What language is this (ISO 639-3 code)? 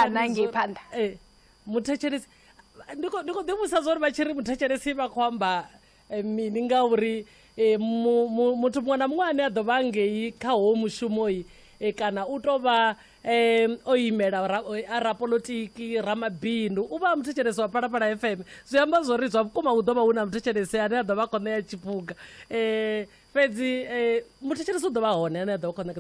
ven